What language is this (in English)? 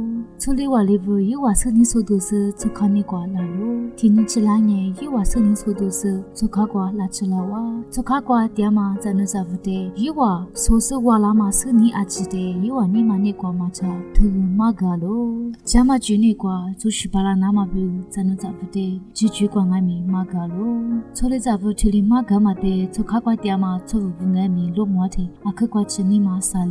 Lisu